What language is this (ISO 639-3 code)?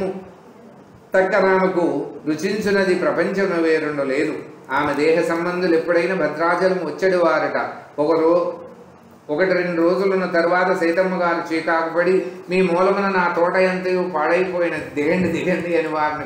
tel